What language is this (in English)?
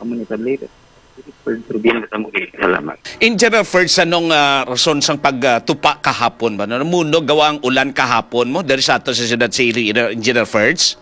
Hiligaynon